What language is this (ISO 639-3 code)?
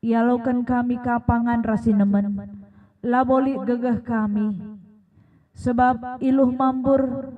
btx